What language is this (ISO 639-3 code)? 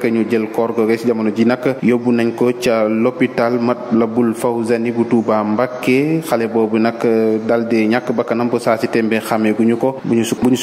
wol